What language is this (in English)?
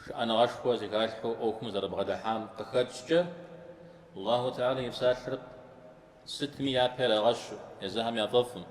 Kabardian